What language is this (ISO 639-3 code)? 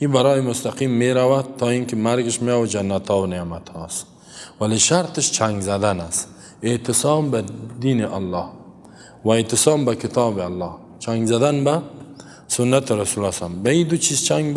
fas